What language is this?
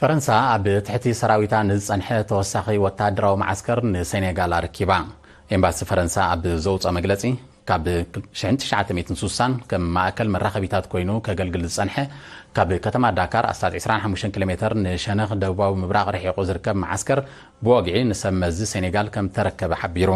Tigrinya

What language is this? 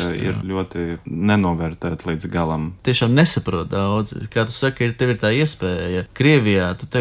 Latvian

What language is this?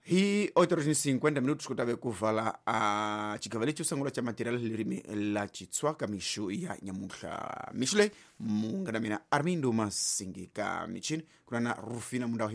Tsonga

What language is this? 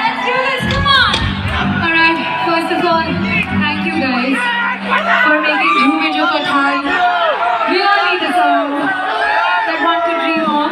Karbi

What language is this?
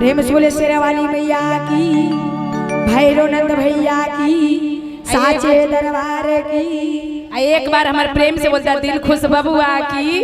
Magahi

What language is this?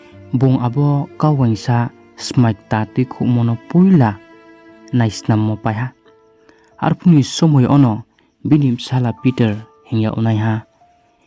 Riang (India)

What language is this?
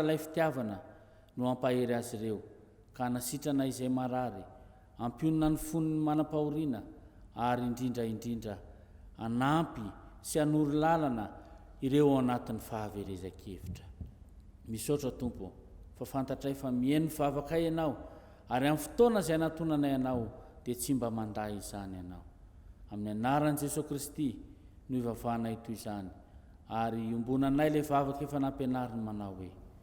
Malagasy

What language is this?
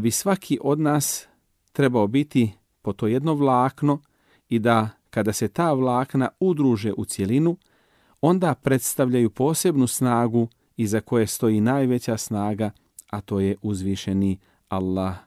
Bosnian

